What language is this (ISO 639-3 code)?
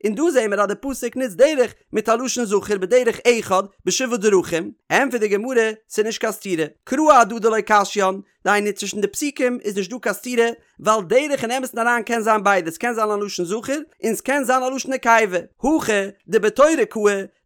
yid